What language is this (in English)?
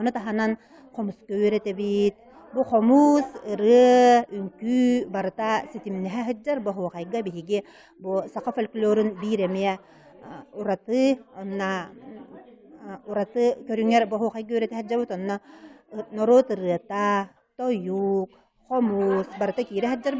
Yakut